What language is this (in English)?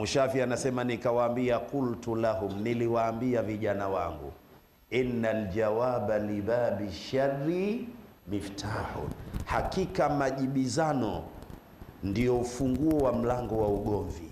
Swahili